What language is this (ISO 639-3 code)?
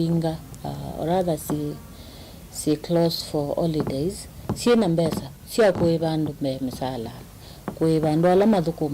kam